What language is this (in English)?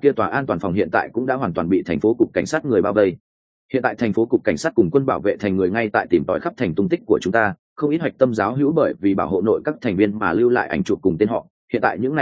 Vietnamese